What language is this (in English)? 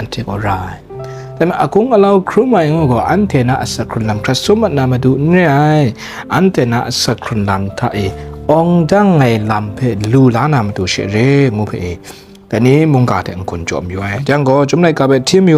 Kachin